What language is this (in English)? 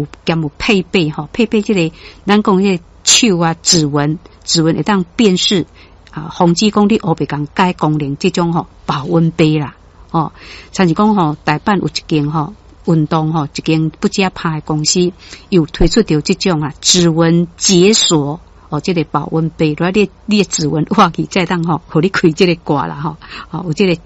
Min Nan Chinese